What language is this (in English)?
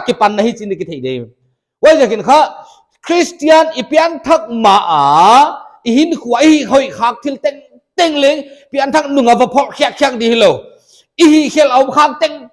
Paite Chin